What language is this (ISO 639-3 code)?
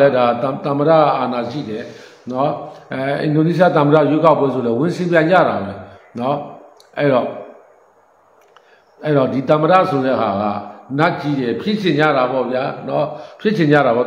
mya